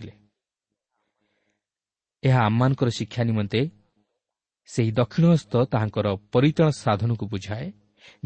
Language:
Odia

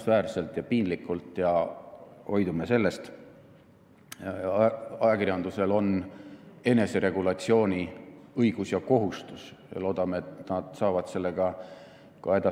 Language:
Estonian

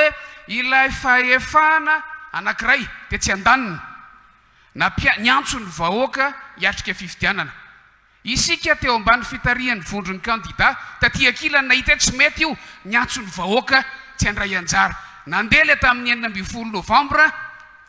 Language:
Malagasy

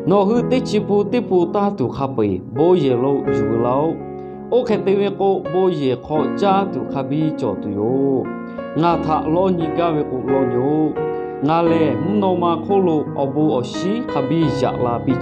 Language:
Lahu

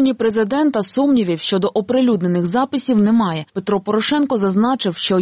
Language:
Ukrainian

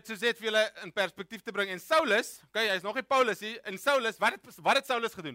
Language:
Afrikaans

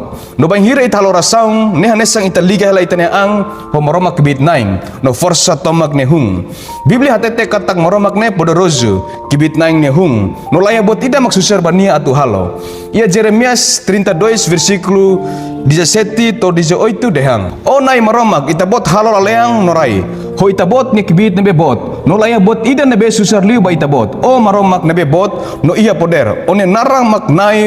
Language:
Tetum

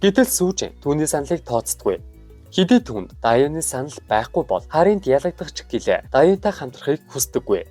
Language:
Mongolian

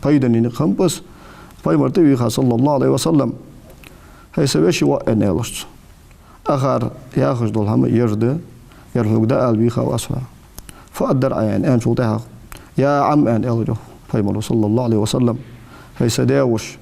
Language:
Ingush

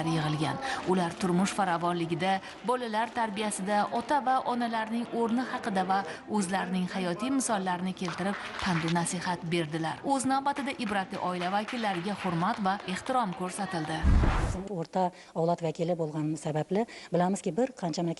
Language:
Uzbek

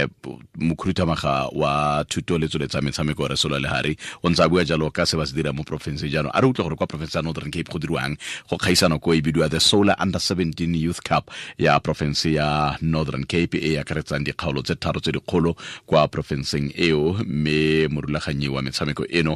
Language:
Tswana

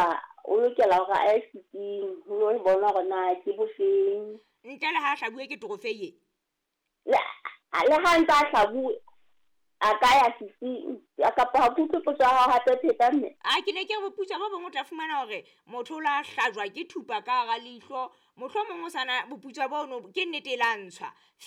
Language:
Southern Sotho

